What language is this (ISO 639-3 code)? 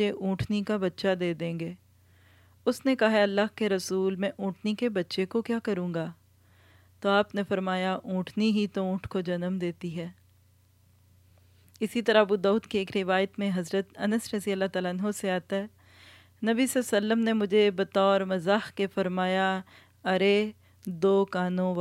urd